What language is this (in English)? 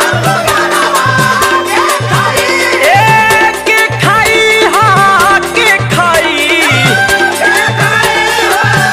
Bhojpuri